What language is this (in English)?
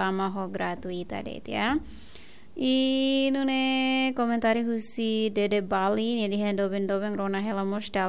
Tetum